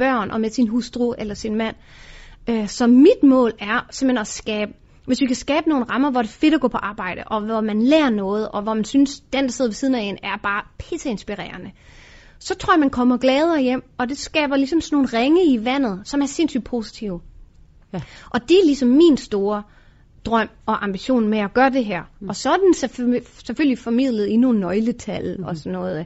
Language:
Danish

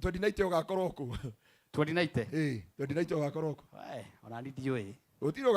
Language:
Kikuyu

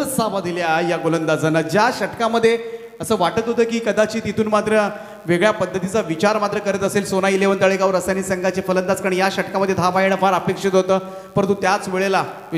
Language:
Marathi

